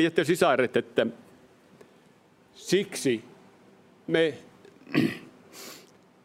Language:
Finnish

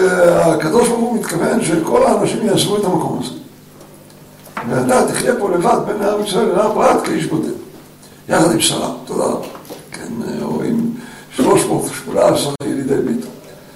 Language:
Hebrew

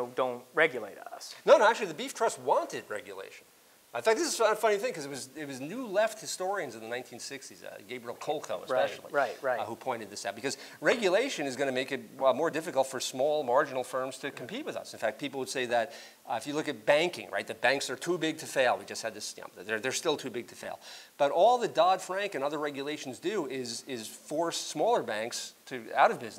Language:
English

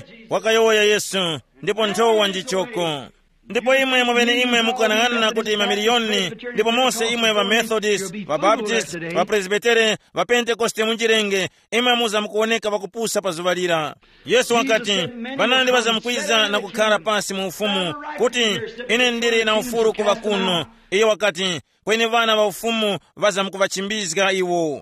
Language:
Tumbuka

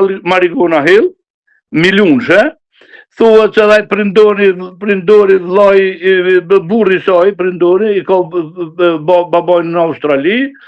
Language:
Albanian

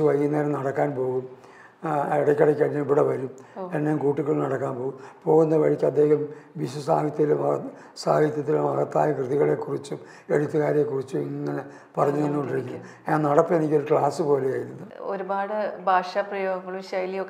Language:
Malayalam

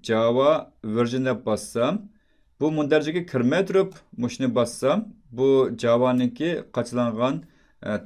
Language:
Uyghur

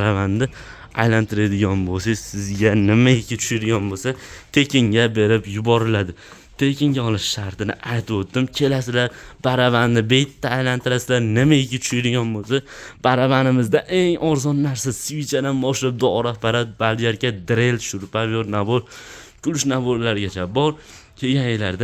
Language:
Uzbek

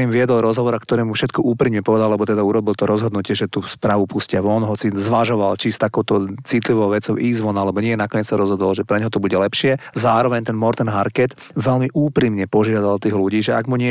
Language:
Slovak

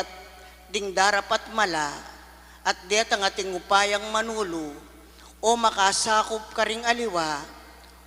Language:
Pampanga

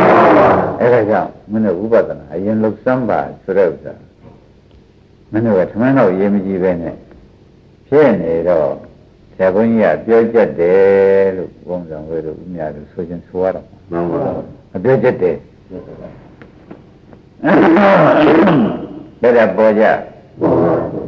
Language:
Burmese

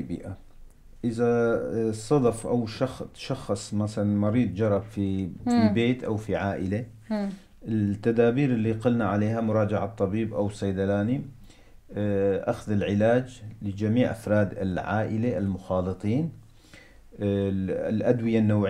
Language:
North Levantine Arabic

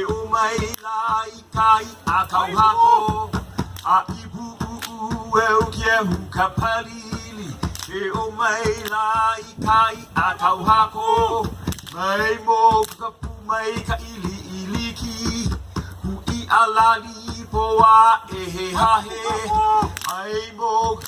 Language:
Hawaiian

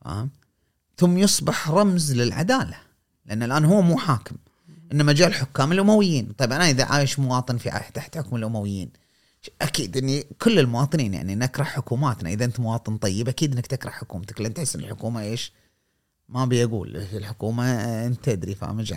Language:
Gulf Arabic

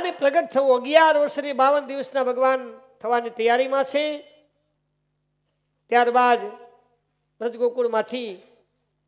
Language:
Gujarati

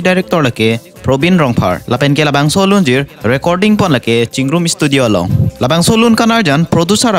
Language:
Karbi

